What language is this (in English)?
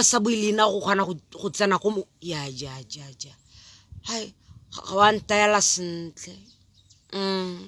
Tswana